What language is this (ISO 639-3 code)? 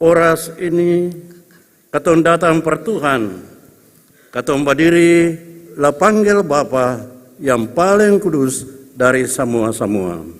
abs